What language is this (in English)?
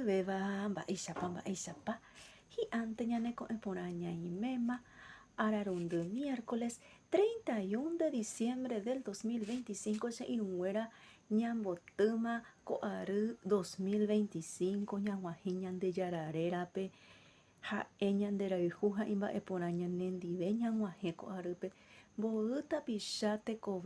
Guarani